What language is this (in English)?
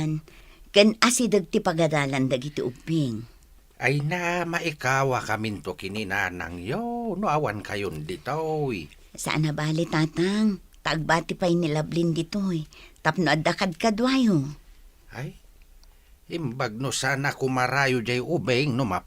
Iloko